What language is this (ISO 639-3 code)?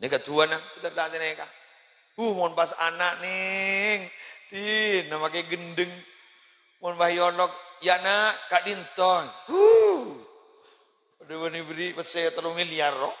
mad